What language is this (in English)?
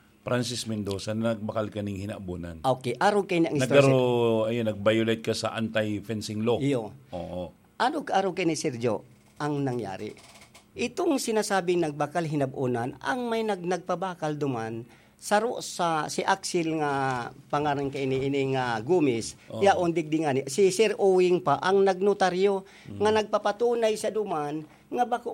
Bikol